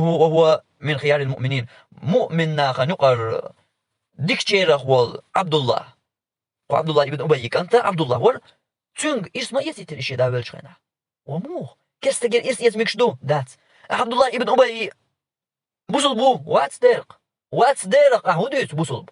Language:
Chechen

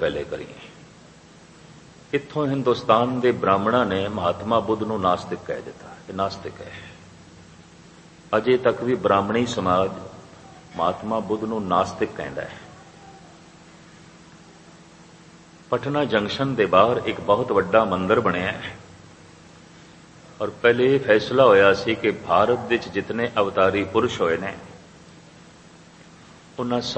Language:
Punjabi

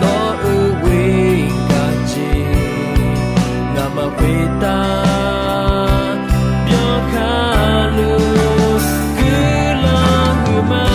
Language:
Akha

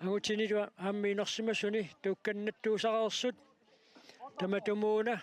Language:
Kalaallisut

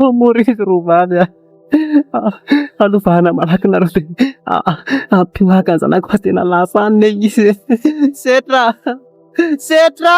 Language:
Malagasy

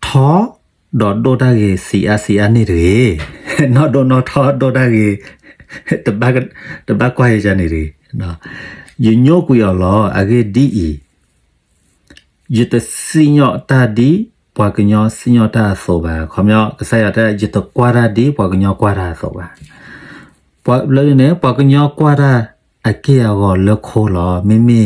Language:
S'gaw Karen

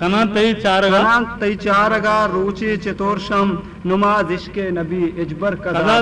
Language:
Eastern Balochi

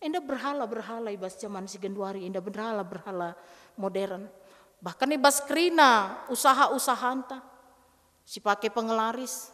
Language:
Batak Karo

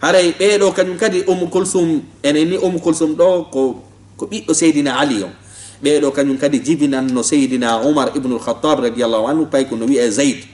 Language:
Fula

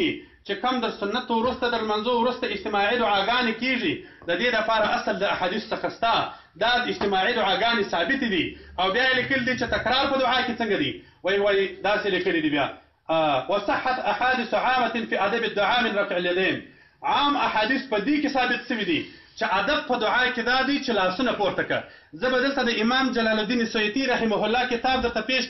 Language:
Pashto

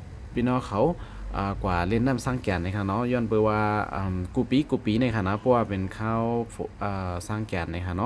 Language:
Shan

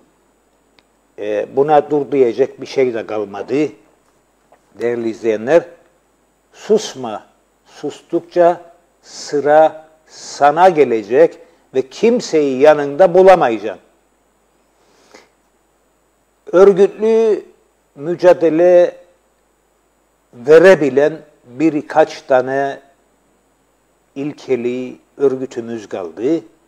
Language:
Turkish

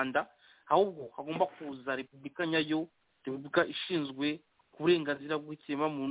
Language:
Kinyarwanda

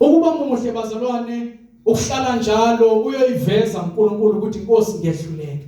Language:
Zulu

